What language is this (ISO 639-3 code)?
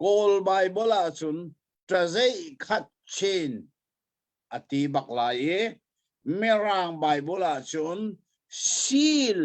cnh